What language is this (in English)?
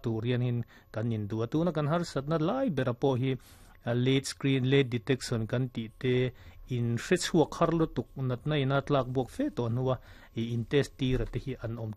Mizo